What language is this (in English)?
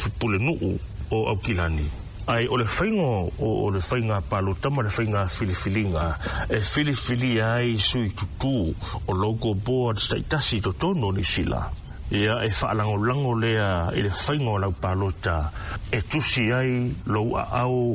Samoan